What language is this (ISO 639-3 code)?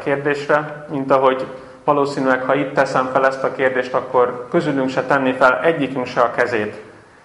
hun